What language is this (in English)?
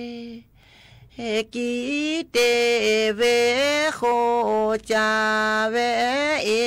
S'gaw Karen